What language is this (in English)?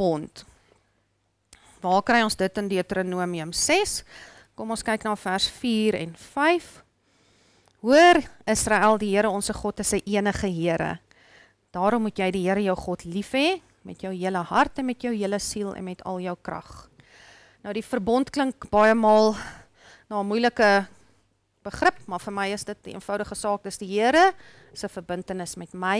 Afrikaans